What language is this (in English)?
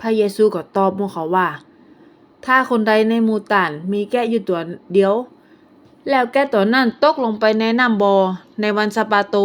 Northern Thai